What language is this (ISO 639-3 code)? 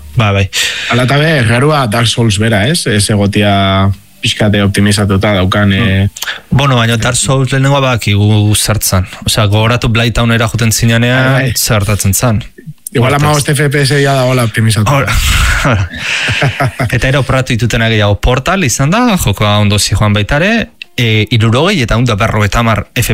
eus